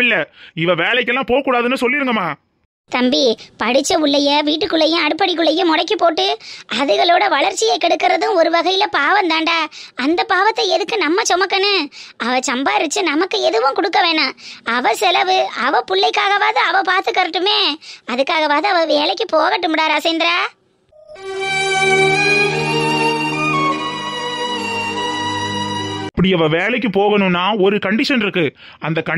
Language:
Tamil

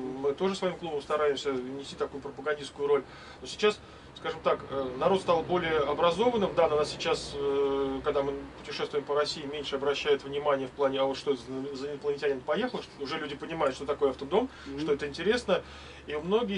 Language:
Russian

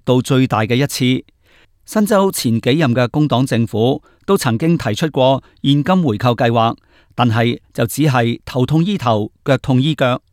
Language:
Cantonese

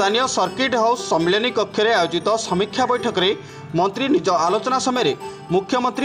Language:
Odia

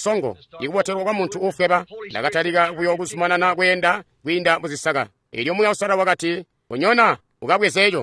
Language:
Tonga (Zambia)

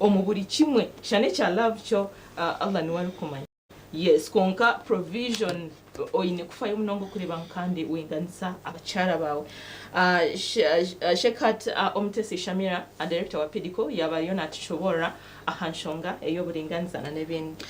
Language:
Nyankole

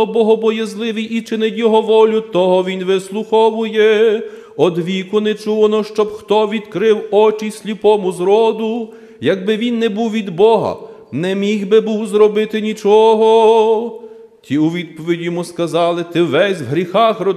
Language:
Ukrainian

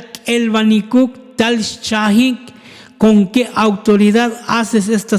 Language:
Tzotzil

